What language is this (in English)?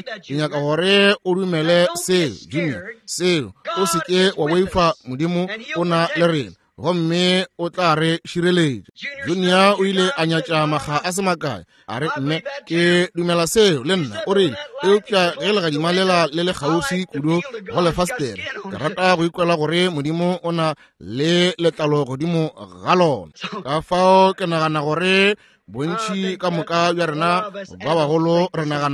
Northern Sotho